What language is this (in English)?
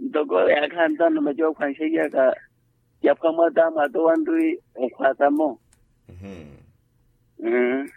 Makhuwa